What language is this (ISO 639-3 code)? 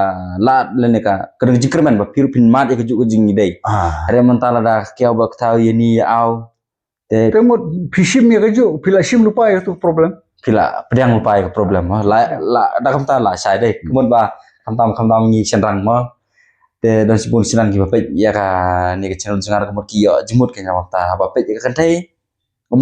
kha